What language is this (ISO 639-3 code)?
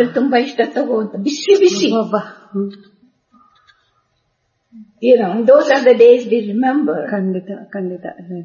kan